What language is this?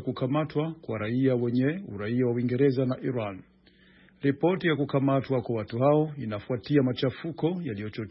Swahili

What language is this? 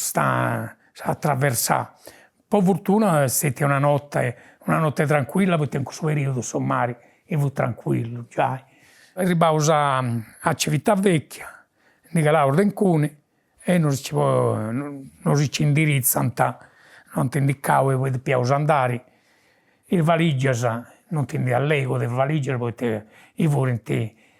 Sardinian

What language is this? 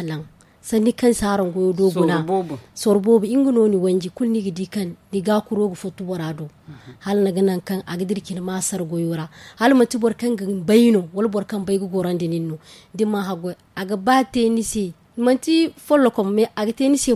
Zarma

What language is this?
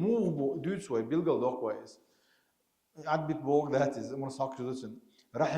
Chechen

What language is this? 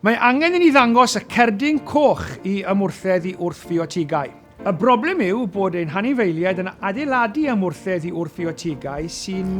Welsh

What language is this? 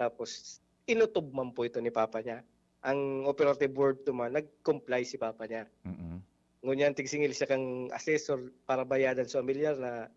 Bikol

